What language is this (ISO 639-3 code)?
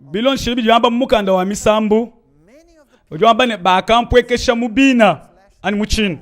lua